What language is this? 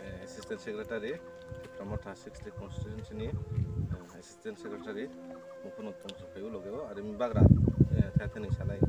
Riang (India)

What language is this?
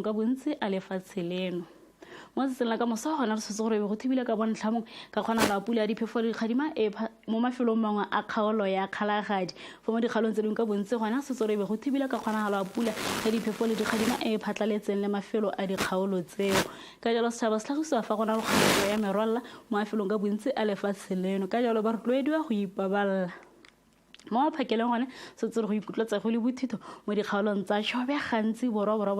Tswana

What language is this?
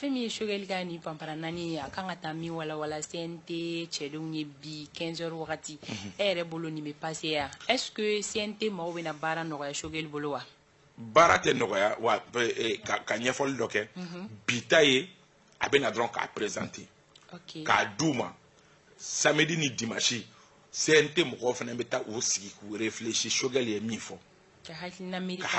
Bambara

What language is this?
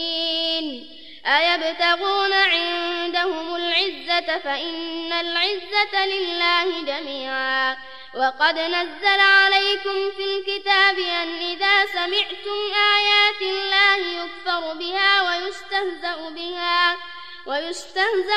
Arabic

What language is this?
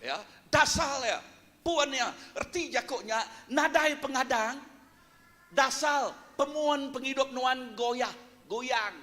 Iban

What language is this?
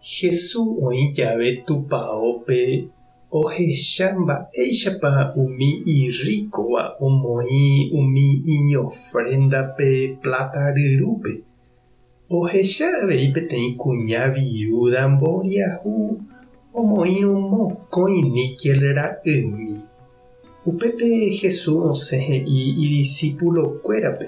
Guarani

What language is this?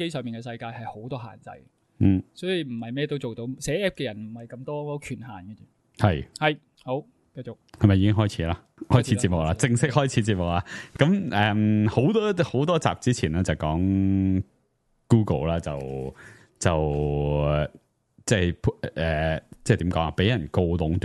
Cantonese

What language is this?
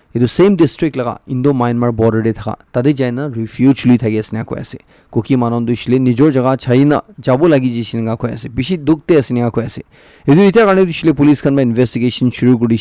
Naga Pidgin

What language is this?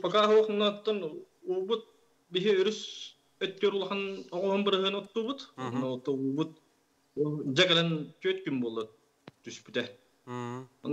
Yakut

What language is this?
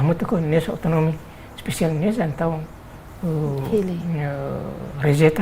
Tetum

